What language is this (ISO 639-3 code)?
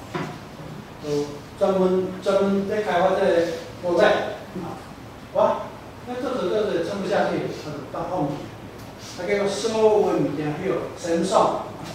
zho